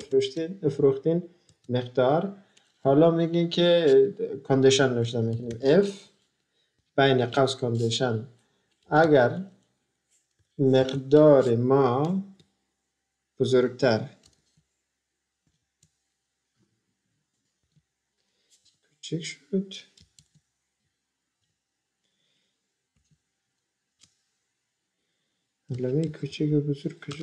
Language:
Persian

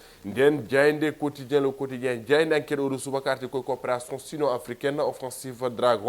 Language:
Fula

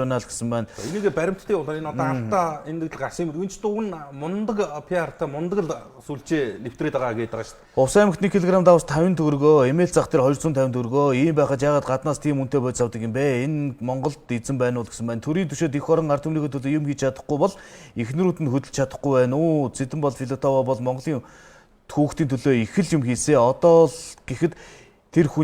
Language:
Mongolian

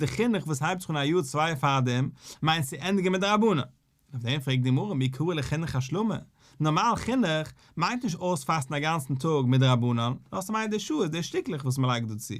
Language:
Yiddish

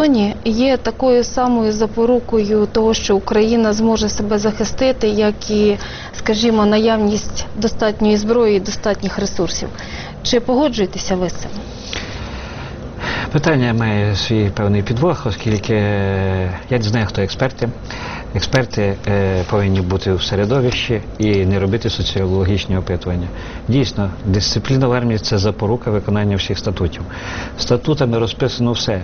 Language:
Ukrainian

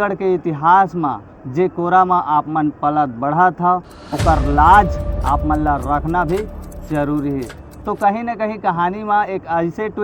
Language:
Chhattisgarhi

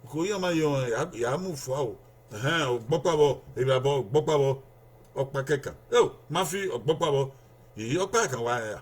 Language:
Bini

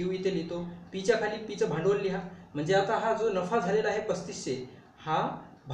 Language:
Marathi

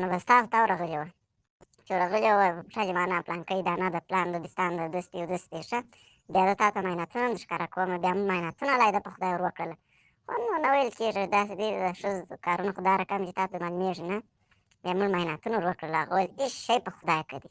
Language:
Pashto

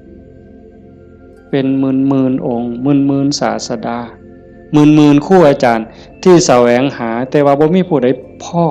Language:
Northeastern Thai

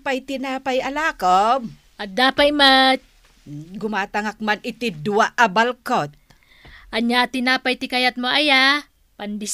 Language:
Iloko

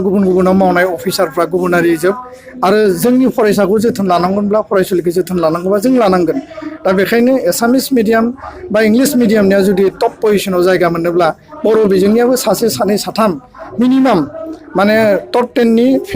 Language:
Bodo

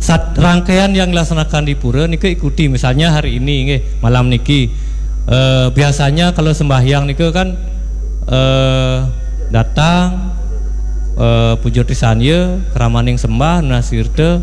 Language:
Balinese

